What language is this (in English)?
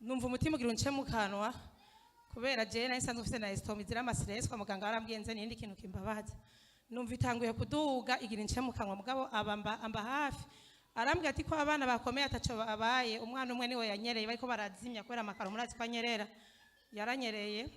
Rundi